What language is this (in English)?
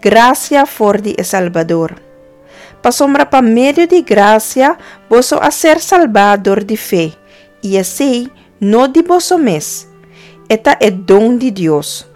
Papiamento